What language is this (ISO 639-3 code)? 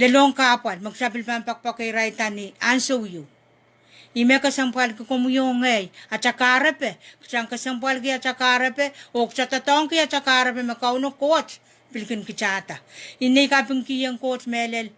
pon